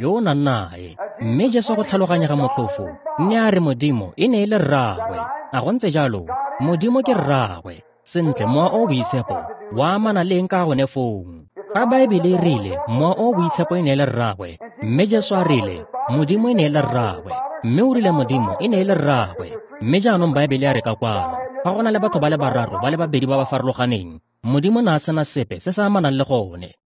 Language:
Tswana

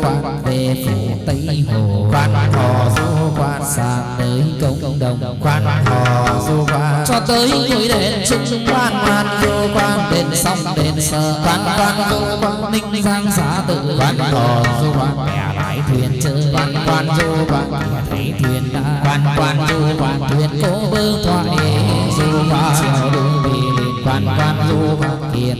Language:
Vietnamese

